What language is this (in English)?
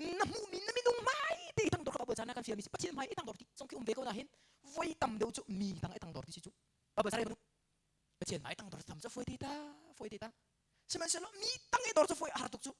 Hakha Chin